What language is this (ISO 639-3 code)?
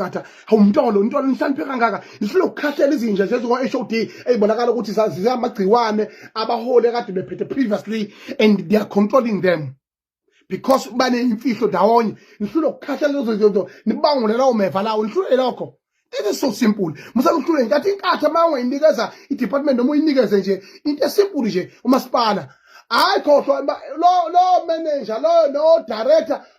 zul